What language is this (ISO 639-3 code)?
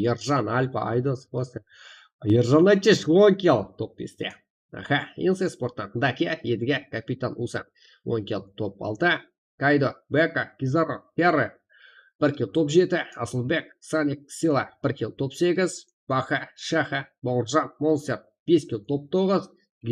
kaa